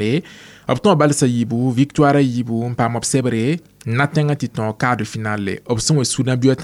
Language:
Mossi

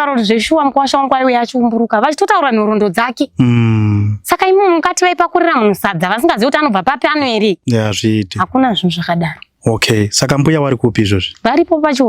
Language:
Shona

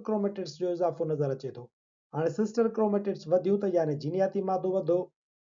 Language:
Sindhi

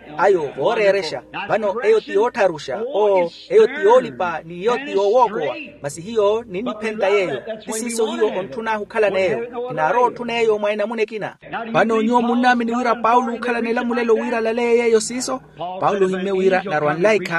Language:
Makhuwa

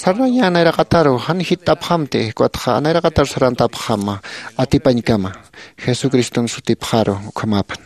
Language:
Aymara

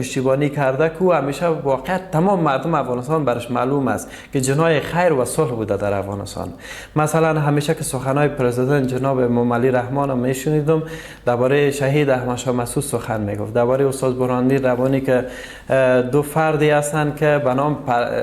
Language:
Persian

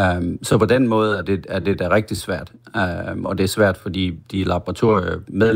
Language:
Danish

